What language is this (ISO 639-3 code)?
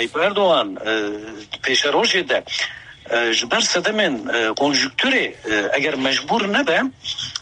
kur